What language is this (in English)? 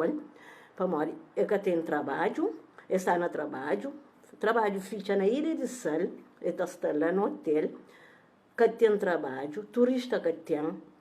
Kabuverdianu